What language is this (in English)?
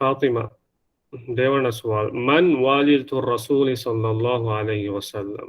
Divehi